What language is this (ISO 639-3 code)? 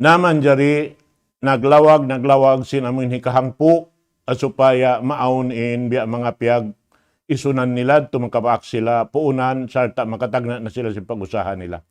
tsg